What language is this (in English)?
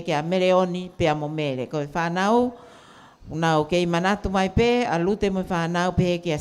Tongan